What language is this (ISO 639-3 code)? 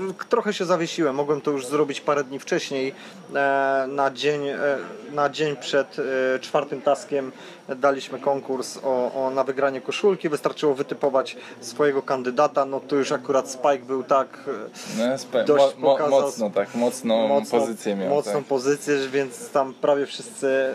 pol